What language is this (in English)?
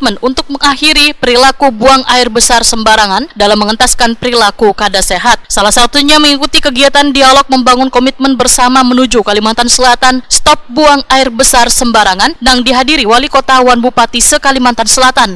Banjar